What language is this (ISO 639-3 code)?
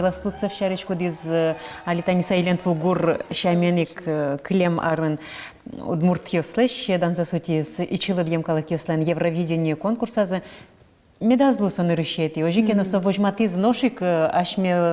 udm